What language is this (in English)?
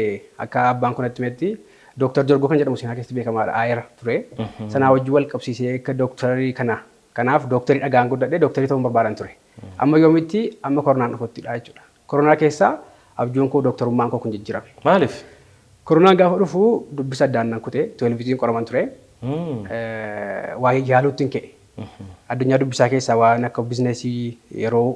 Oromo